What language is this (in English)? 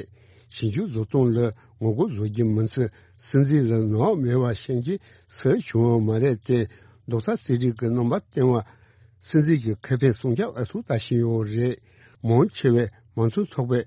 Tibetan